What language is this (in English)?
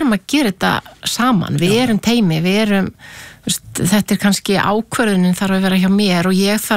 Icelandic